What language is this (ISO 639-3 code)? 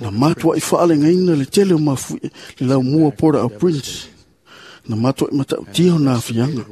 smo